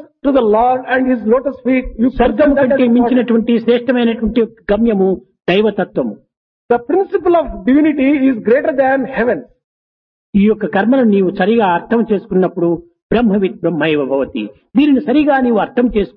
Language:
Telugu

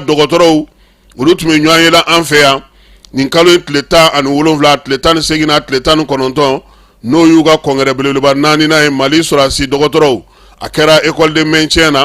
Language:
Bambara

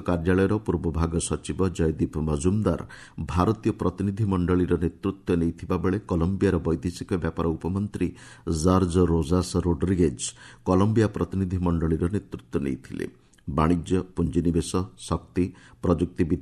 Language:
Odia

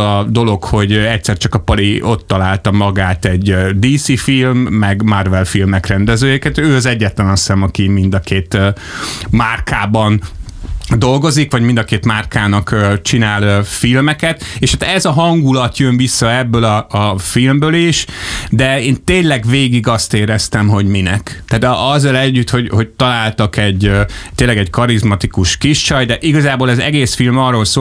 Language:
Hungarian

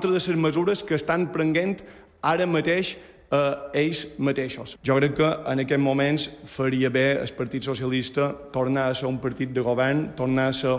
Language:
Catalan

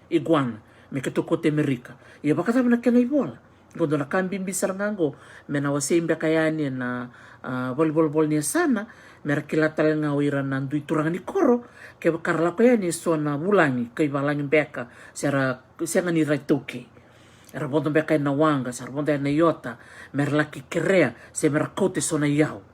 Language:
Fijian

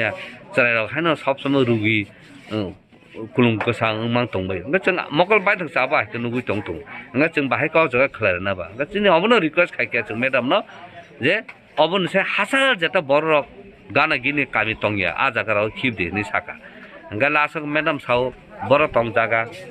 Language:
Kok Borok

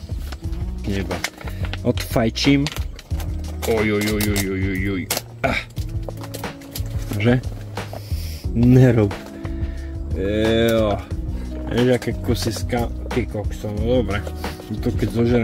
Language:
Slovak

